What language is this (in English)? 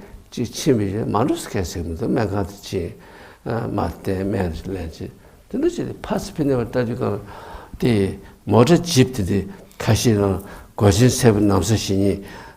Tibetan